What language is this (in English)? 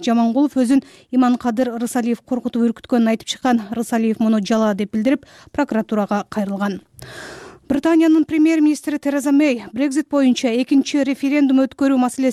Kyrgyz